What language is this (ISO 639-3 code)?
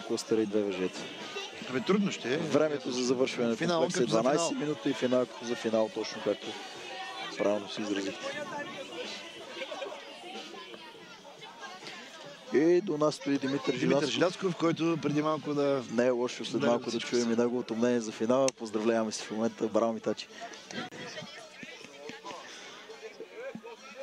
bul